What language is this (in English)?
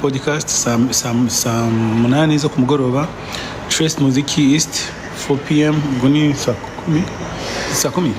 Kinyarwanda